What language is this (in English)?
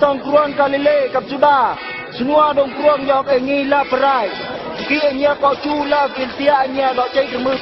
Eastern Bru